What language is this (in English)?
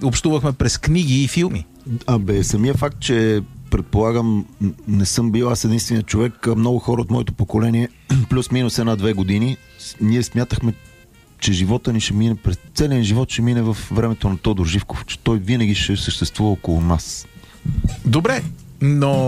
Bulgarian